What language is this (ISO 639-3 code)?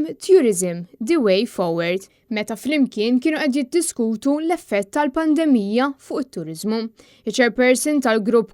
mlt